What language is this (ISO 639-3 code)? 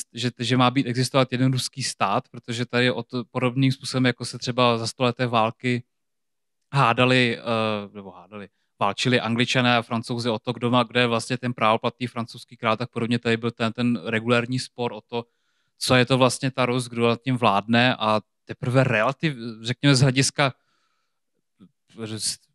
ces